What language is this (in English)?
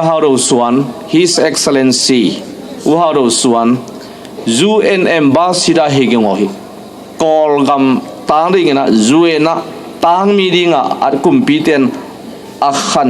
Tedim Chin